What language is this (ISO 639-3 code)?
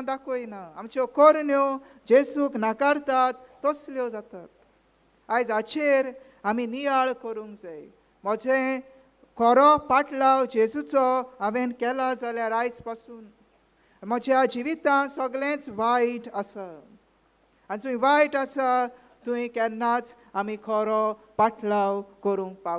kok